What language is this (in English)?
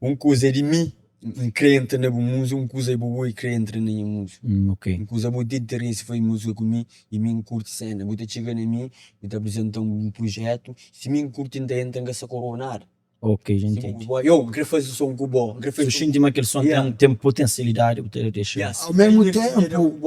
Kabuverdianu